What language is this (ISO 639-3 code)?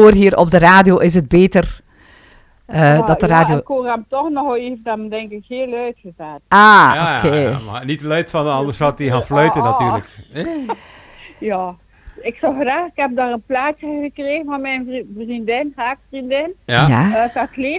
nld